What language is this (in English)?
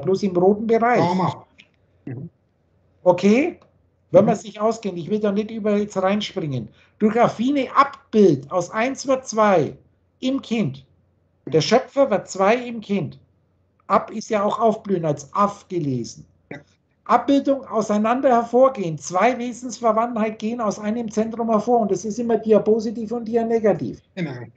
German